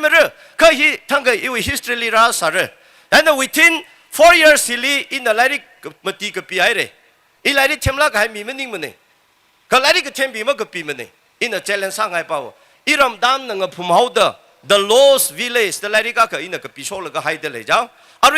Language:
Tangkhul Naga (India)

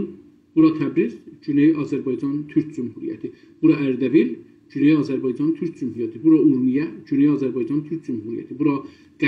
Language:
South Azerbaijani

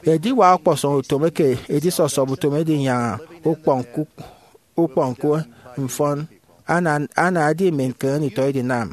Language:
Efik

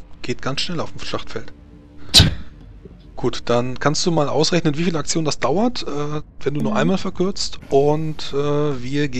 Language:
German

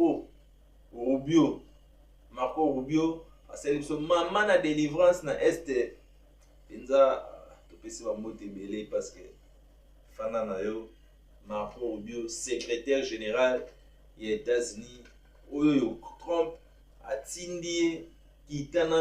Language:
Lingala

